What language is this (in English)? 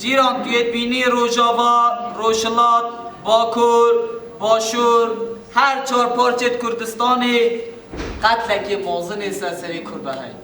Kurdish